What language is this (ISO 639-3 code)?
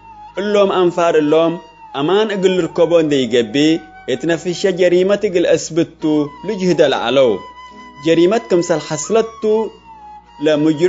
tig